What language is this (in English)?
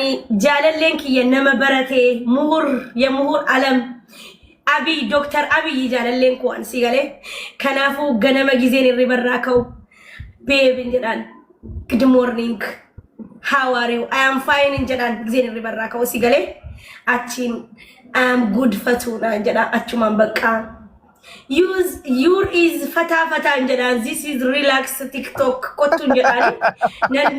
Oromo